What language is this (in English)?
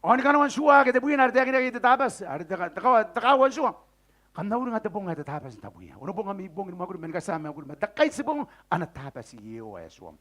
Gilbertese